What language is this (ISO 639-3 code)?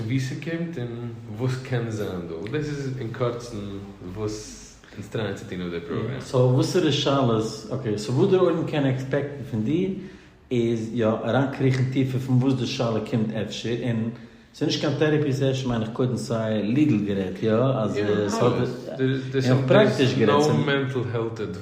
yid